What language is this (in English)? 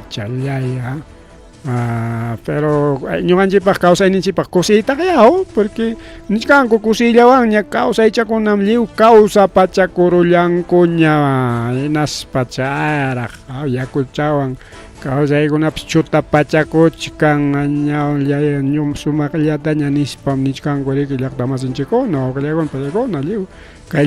Ayacucho Quechua